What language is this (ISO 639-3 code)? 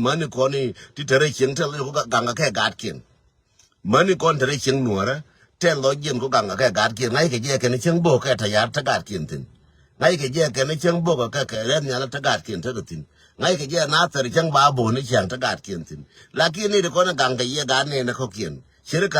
nus